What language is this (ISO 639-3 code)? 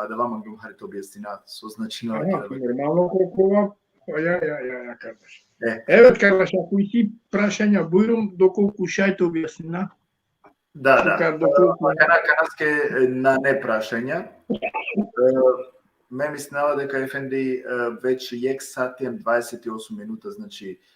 rmn